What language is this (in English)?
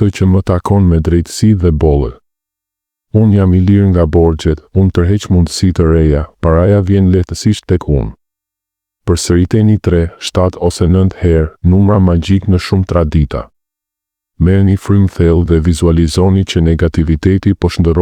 Albanian